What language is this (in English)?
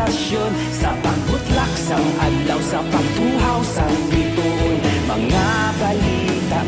Hiligaynon